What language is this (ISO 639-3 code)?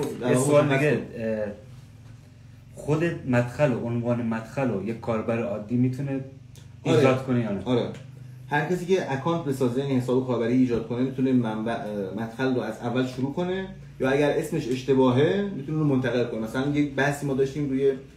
fas